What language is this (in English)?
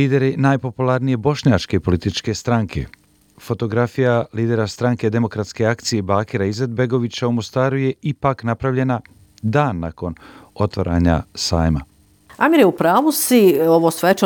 Croatian